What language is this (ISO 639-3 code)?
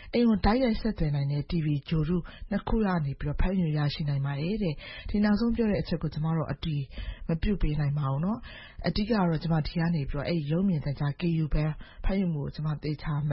mya